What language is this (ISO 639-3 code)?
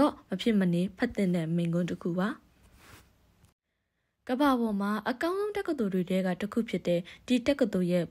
mya